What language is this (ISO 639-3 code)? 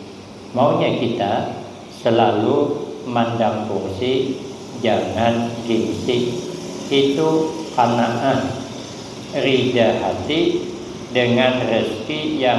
bjn